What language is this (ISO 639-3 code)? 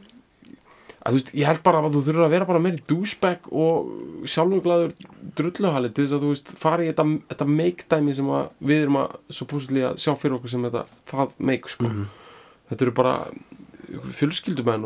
isl